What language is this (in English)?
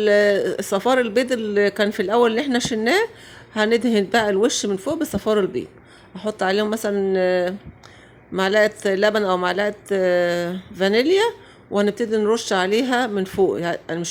Egyptian Arabic